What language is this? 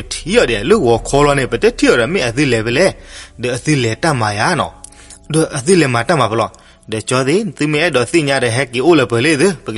S'gaw Karen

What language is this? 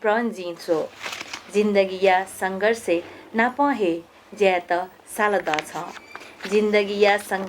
Newari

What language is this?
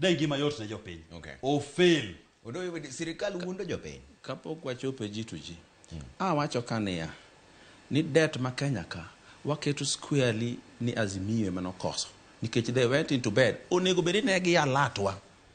Luo (Kenya and Tanzania)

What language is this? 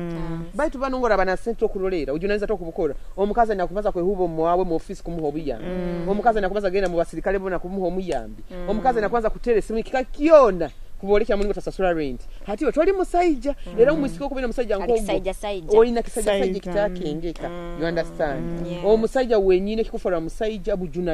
Nyoro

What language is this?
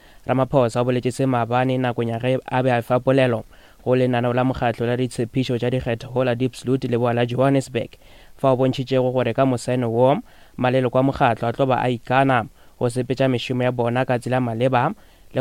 Northern Sotho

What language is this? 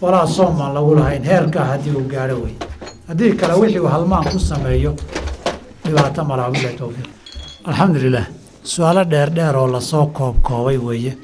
Somali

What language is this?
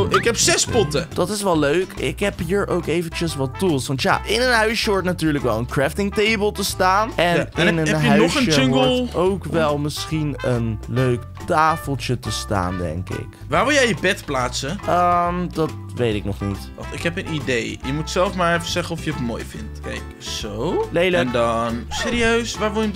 Dutch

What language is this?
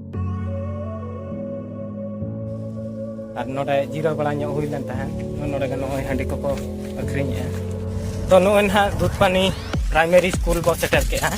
Santali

